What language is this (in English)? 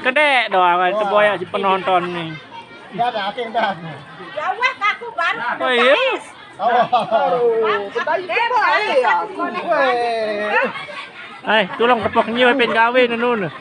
Sasak